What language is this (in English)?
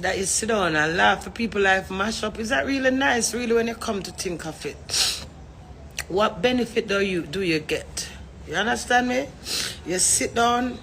Jamaican Creole English